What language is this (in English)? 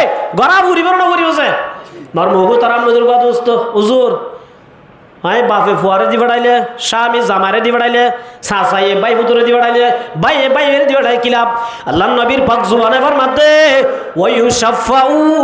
Rohingya